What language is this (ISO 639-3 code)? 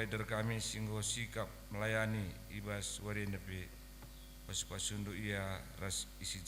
btx